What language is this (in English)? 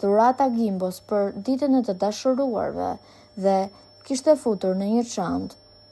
Albanian